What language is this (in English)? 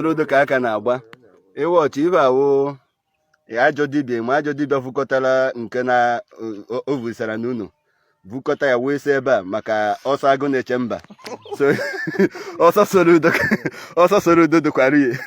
Igbo